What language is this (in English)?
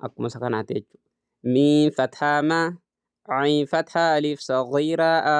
Oromo